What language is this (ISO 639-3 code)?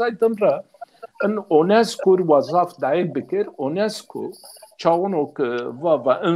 zza